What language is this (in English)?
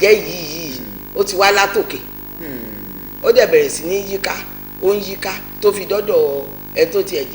Yoruba